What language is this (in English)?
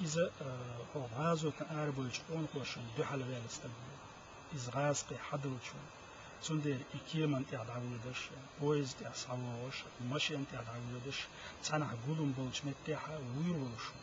Chechen